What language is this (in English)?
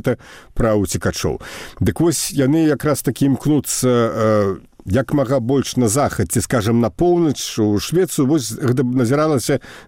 Belarusian